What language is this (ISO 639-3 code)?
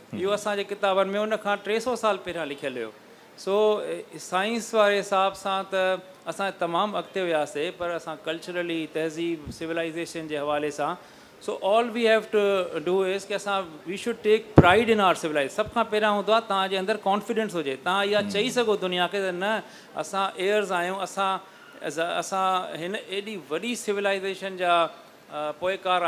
snd